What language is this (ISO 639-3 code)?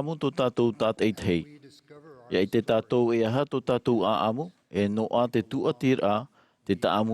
tah